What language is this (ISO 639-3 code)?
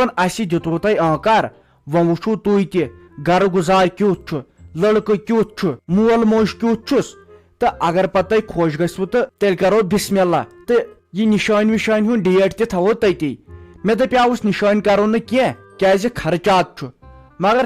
kas